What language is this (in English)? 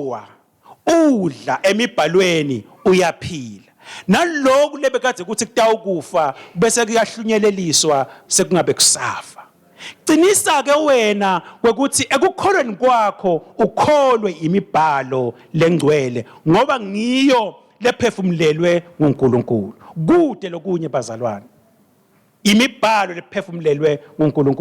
Swati